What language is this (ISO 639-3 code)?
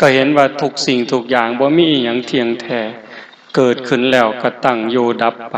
tts